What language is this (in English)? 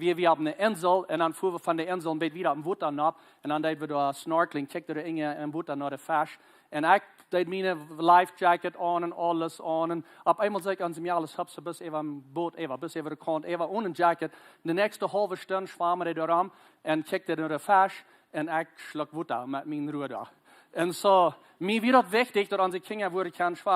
Plautdietsch